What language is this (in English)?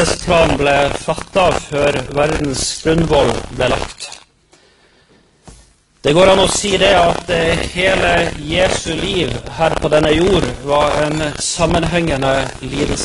Norwegian